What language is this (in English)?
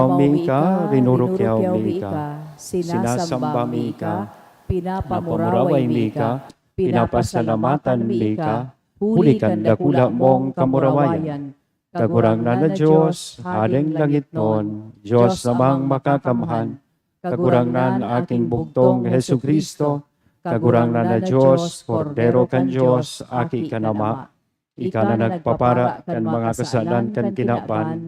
Bikol